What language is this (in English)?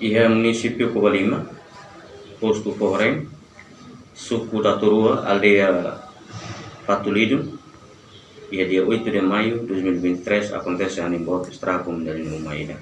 Tetum